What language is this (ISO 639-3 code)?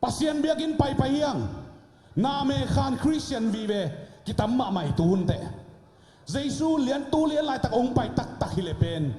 ctd